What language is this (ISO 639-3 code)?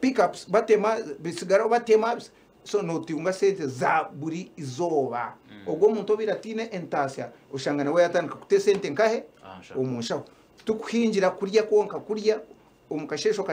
nyn